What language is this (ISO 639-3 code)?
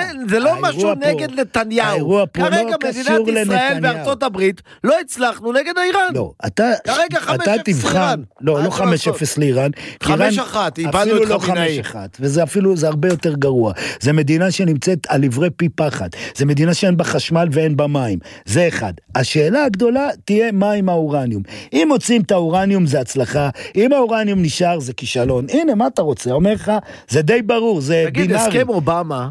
heb